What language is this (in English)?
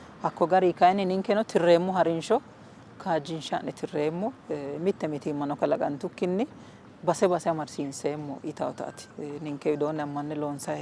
Sidamo